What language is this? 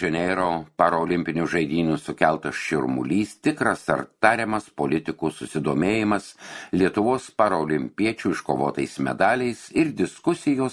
Lithuanian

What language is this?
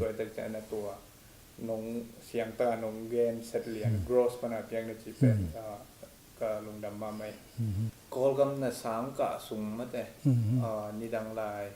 Tedim Chin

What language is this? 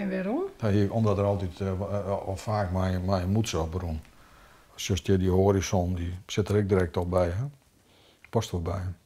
Western Frisian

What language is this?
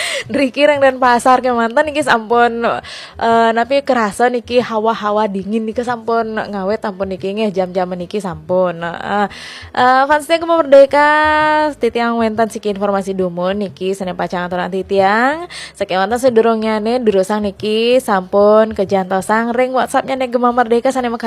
Balinese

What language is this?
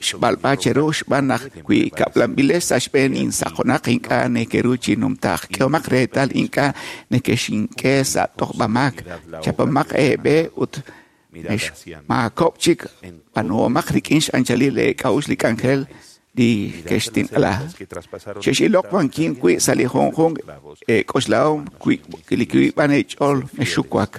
Kekchí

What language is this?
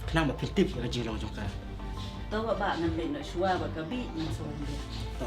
Khasi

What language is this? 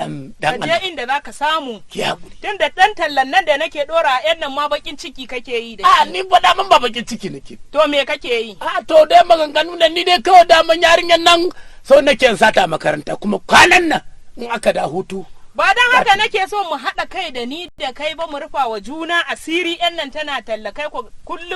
Hausa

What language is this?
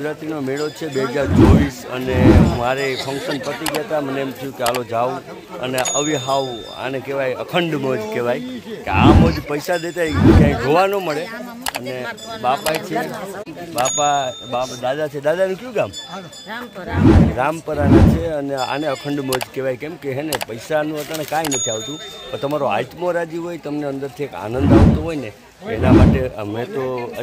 Gujarati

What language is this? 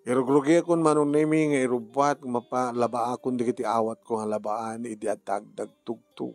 Iloko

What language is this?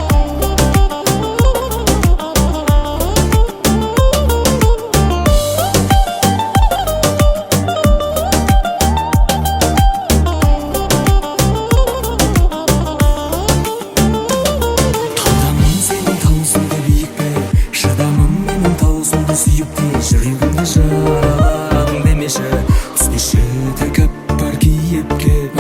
Kazakh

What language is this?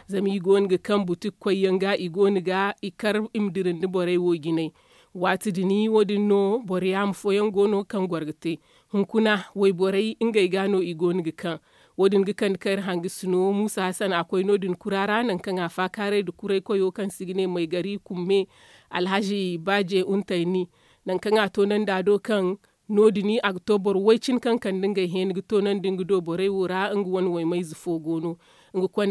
Zarma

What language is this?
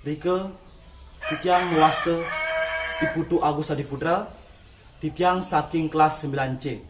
Balinese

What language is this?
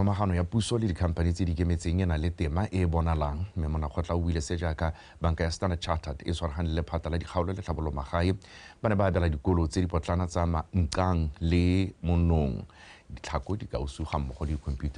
Tswana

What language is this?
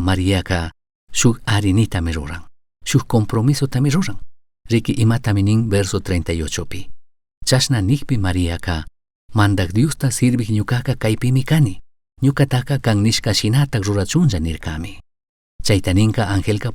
Chimborazo Highland Quichua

